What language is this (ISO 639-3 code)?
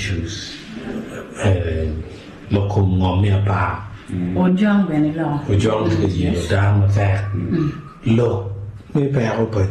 ach